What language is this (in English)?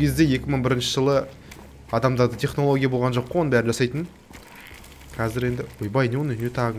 Kazakh